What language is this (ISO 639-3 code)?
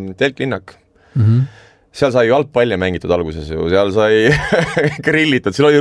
est